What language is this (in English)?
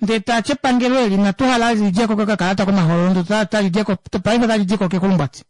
Kuanyama